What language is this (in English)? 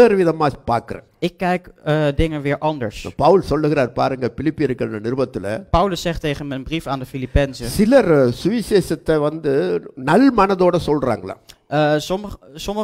Tamil